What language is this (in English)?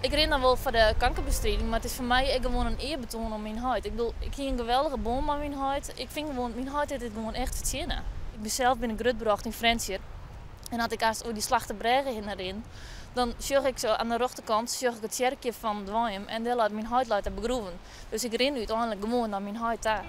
Western Frisian